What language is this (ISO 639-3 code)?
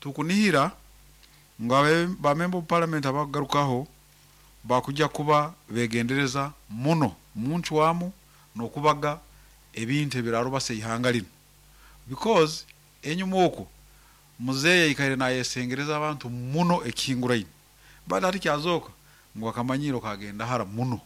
nyn